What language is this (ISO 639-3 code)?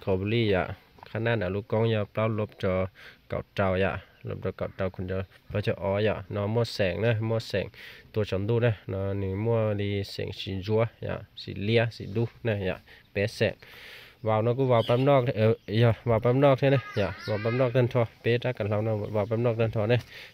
hmn